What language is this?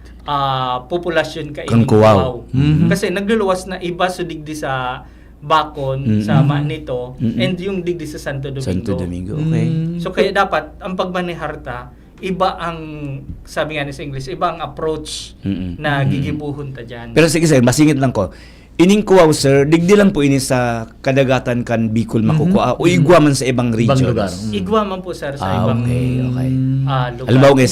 Bikol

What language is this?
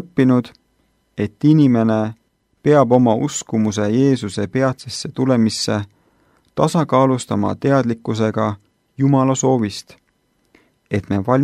Estonian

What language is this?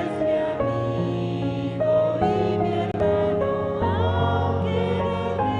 South Bolivian Quechua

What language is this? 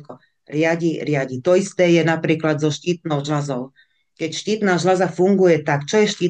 Slovak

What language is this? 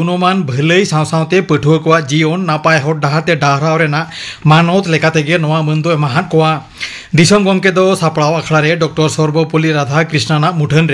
Santali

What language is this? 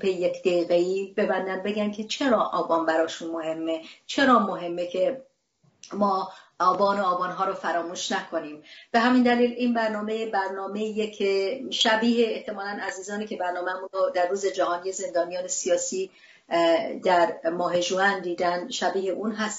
Persian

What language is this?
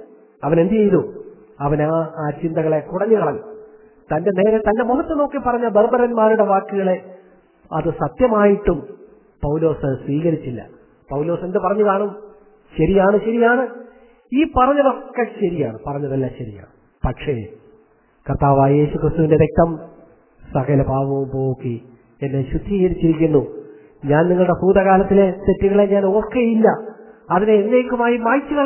Malayalam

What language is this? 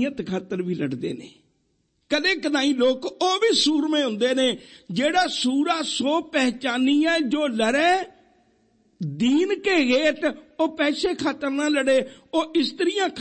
Punjabi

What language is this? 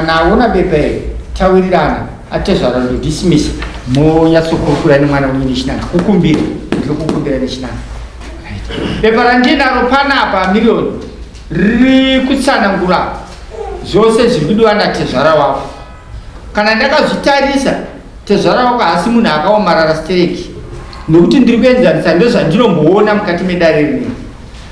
Shona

